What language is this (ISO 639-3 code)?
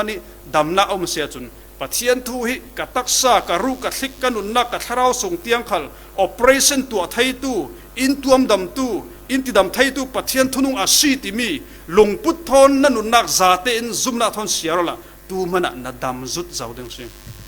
cfm